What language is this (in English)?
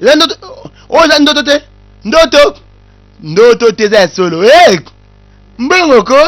Lingala